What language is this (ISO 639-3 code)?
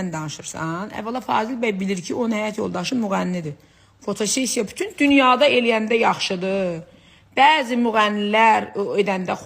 aze